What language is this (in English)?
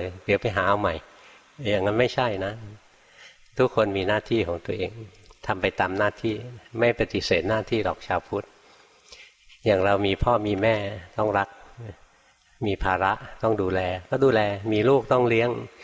Thai